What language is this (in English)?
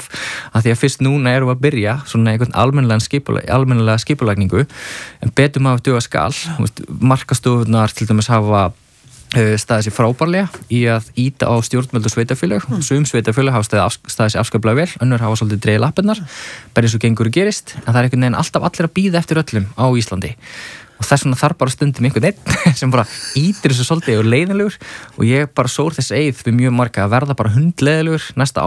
Icelandic